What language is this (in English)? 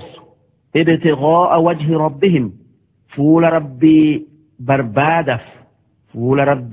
Oromo